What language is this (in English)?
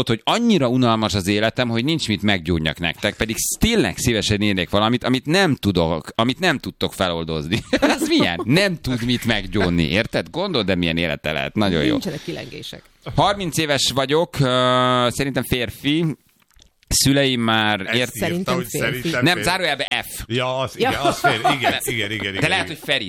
Hungarian